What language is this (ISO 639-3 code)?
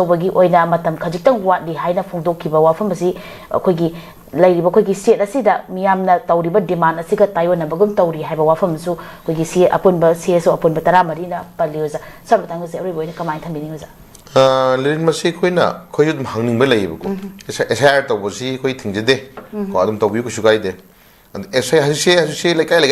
mni